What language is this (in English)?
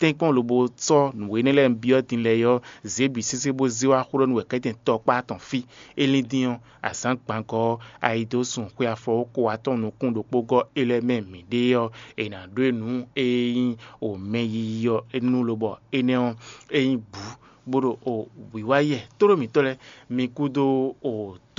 Fon